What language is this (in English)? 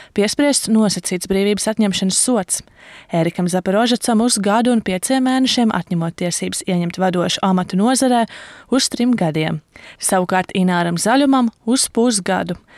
Latvian